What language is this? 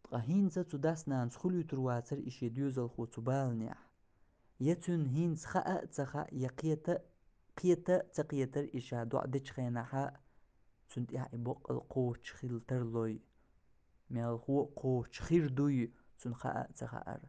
Chechen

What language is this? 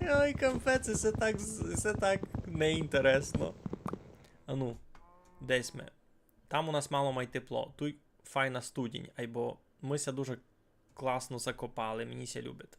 Rusyn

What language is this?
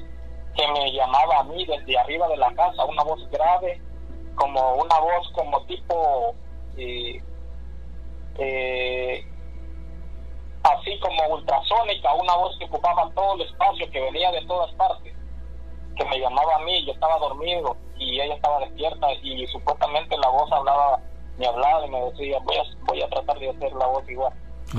Spanish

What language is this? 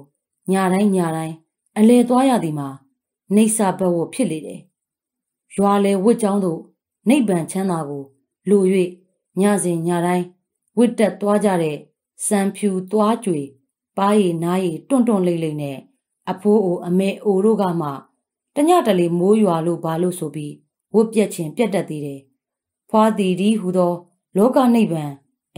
Burmese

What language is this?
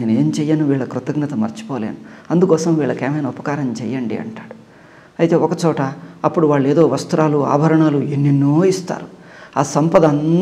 Telugu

